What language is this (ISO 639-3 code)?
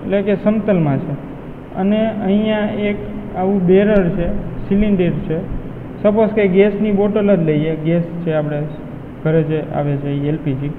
guj